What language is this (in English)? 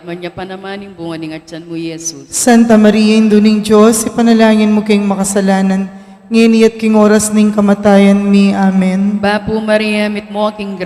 Pampanga